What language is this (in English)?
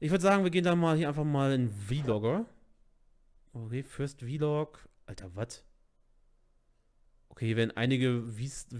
German